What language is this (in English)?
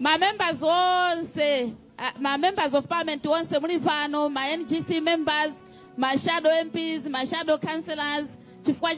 Nyanja